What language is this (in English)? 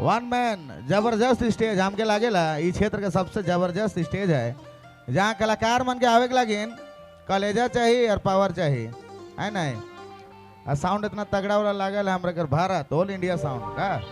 Sadri